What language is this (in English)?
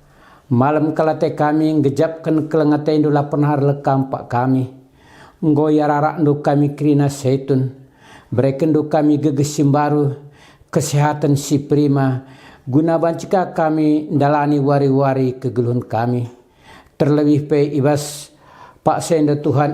Batak Karo